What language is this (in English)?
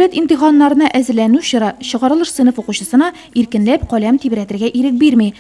Tatar